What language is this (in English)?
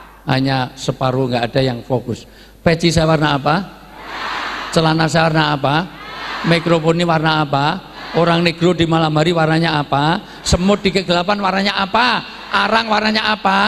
Indonesian